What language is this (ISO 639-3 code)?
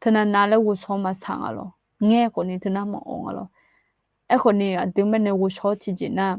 ahk